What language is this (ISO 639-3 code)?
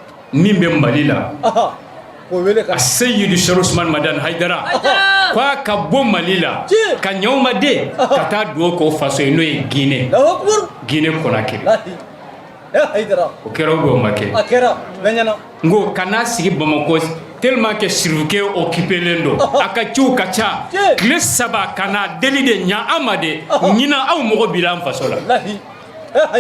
bam